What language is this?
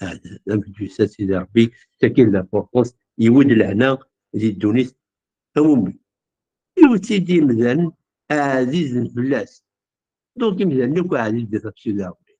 Kabyle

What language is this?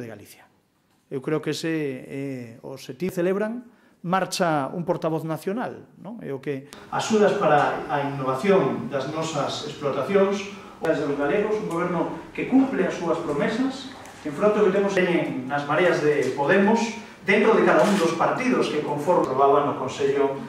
Galician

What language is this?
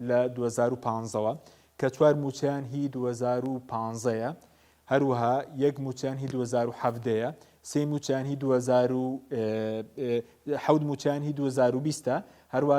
Central Kurdish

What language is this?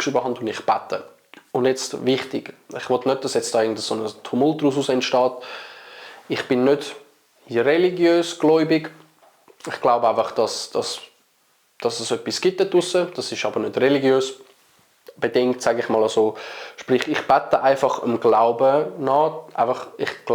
Swiss German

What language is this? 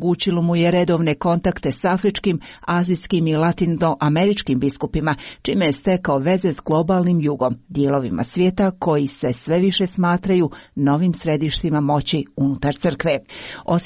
Croatian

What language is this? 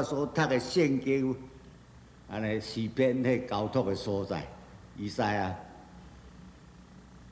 Min Nan Chinese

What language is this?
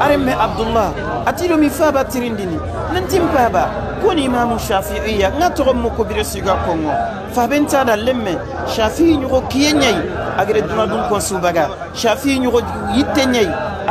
Soninke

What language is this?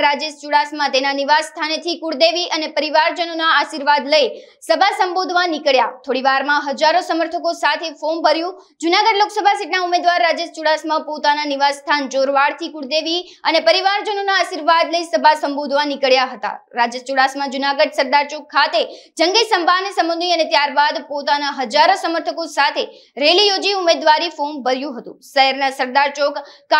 Gujarati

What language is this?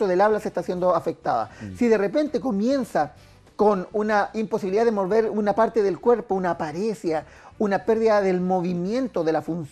Spanish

